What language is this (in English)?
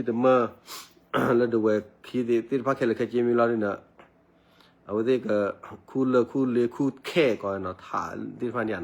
S'gaw Karen